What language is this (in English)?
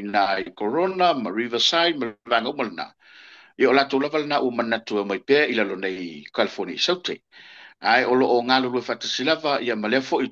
Samoan